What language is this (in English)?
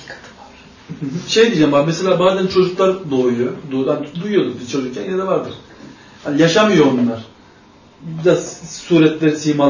Turkish